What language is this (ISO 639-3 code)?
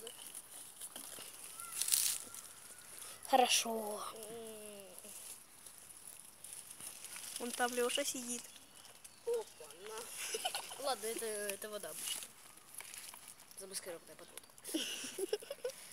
rus